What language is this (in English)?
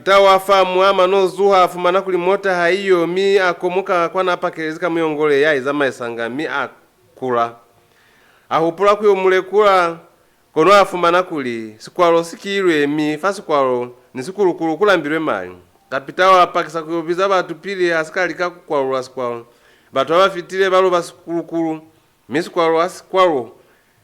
Lozi